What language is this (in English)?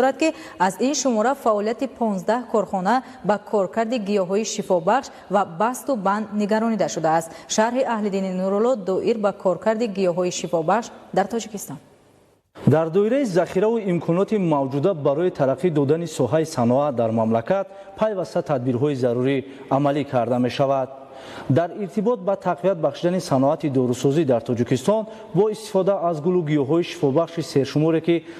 Tajik